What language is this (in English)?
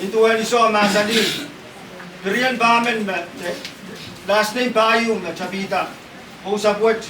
Pohnpeian